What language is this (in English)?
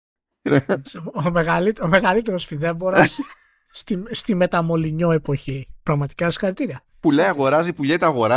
Greek